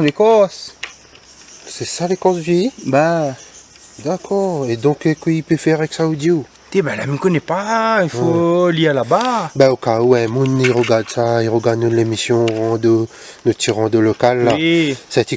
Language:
Réunion Creole French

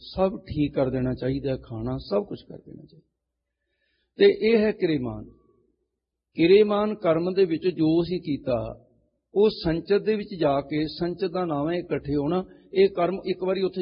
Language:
Punjabi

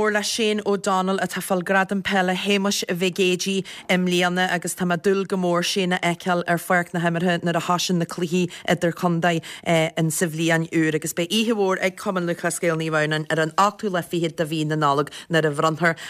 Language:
Irish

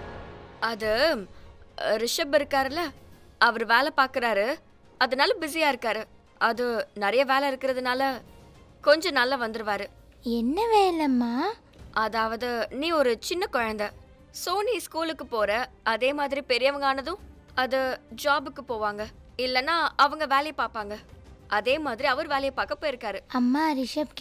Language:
Tamil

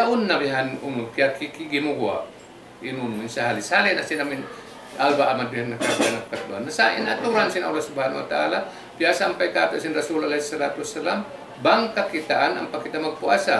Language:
Tausug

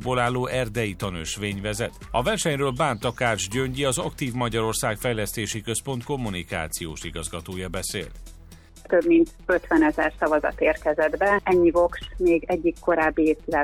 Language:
Hungarian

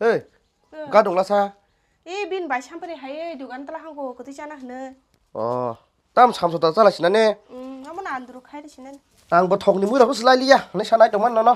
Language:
Kok Borok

